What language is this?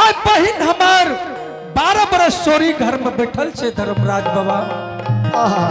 Angika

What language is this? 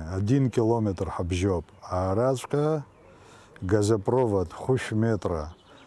Abkhazian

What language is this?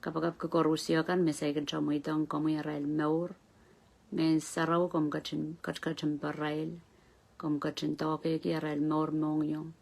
Pohnpeian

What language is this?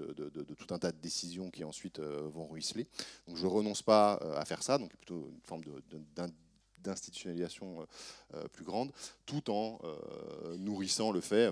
French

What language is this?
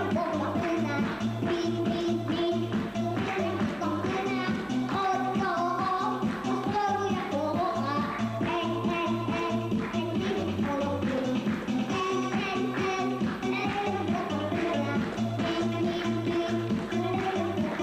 Yakut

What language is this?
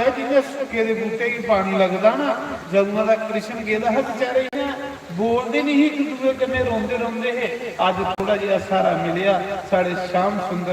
Dogri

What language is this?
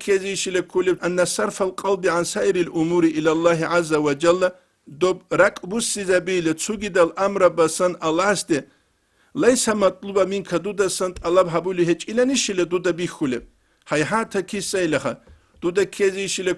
Avaric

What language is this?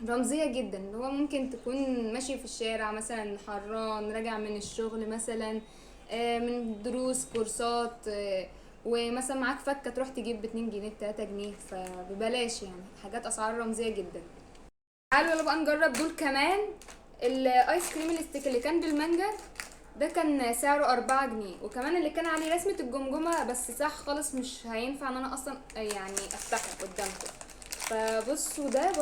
Egyptian Arabic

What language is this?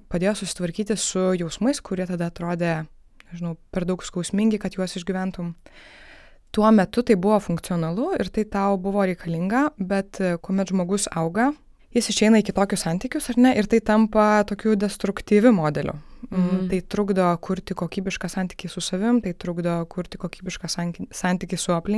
Lithuanian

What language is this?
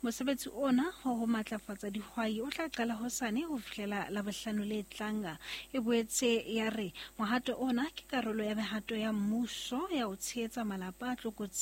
Southern Sotho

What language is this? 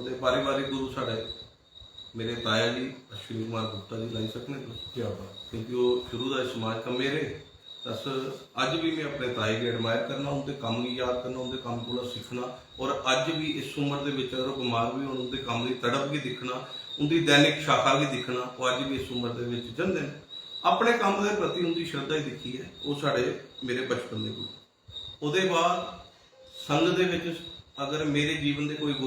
Dogri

